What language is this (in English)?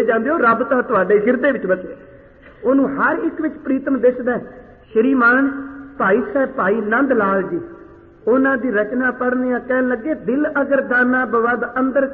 Punjabi